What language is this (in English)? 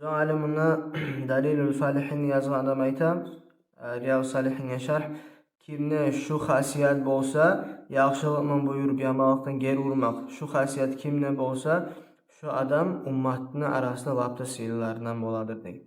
Kumyk